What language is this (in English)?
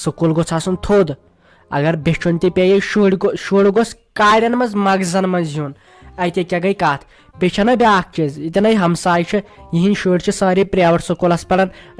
Kashmiri